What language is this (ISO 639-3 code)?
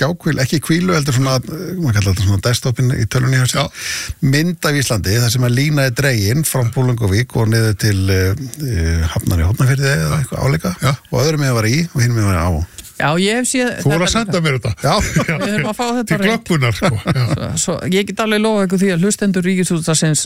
isl